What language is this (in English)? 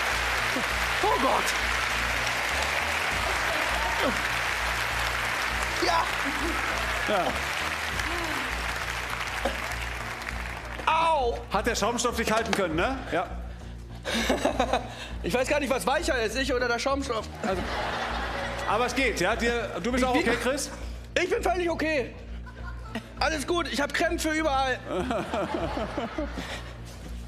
German